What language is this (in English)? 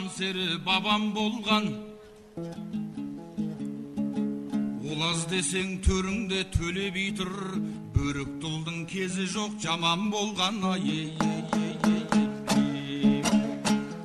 Kazakh